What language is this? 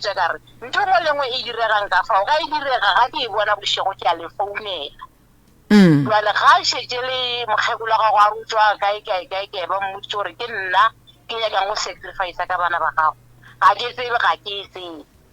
Northern Sotho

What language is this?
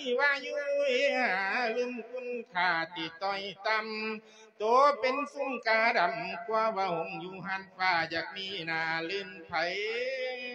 Lao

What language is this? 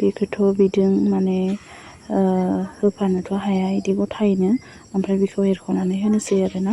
Bodo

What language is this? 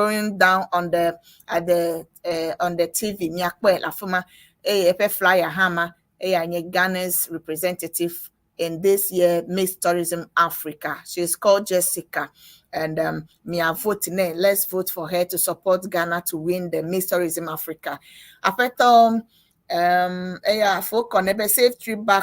Ewe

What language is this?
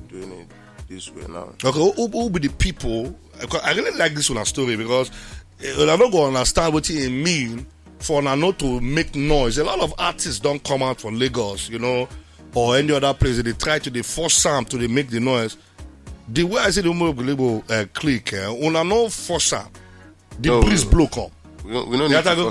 Nigerian Pidgin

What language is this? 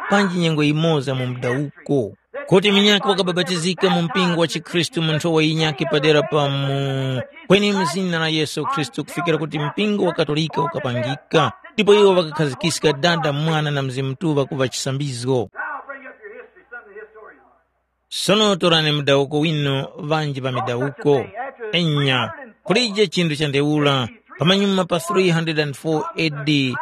Tumbuka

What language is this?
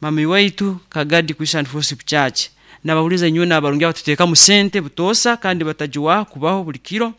Nyoro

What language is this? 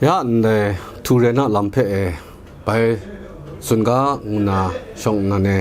Kachin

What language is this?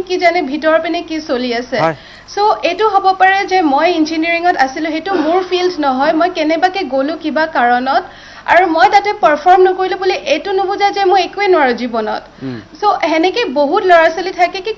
Assamese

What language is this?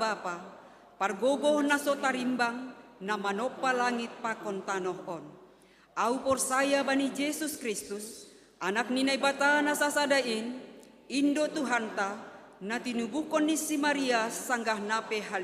Batak Simalungun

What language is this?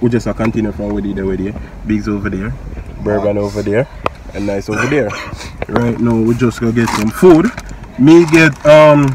Jamaican Creole English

